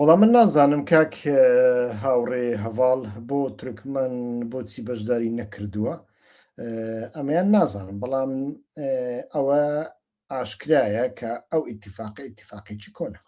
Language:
Central Kurdish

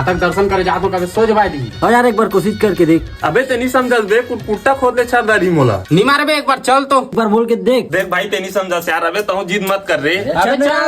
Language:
Chhattisgarhi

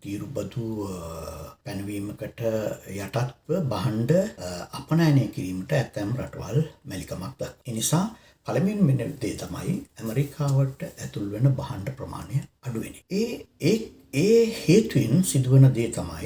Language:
Sinhala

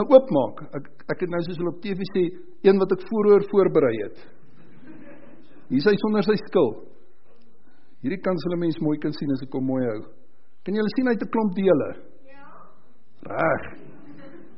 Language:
Afrikaans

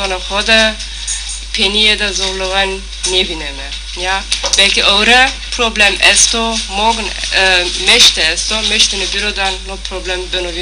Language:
Zaza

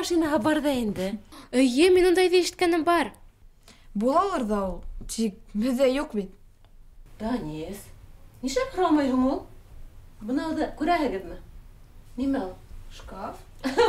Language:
Bashkir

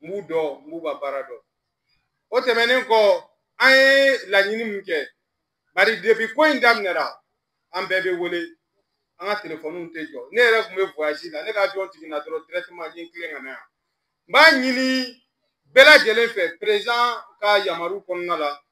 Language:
Bambara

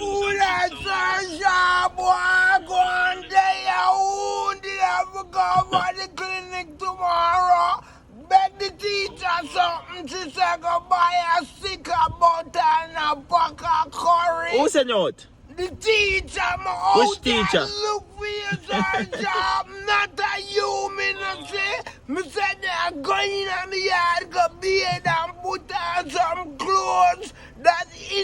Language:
Jamaican Creole English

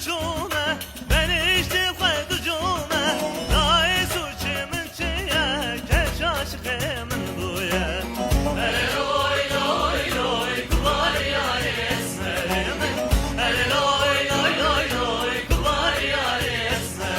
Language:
Kurdish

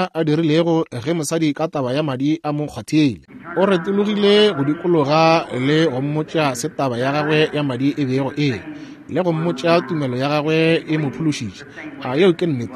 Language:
Northern Sotho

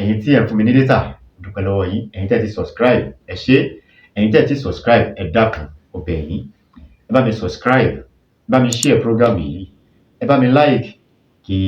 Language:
Yoruba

